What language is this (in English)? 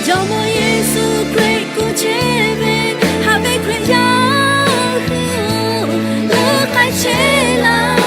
Lahu